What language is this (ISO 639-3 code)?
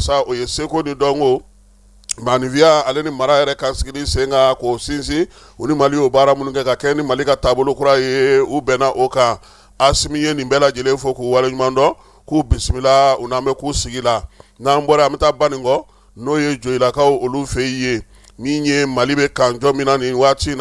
bam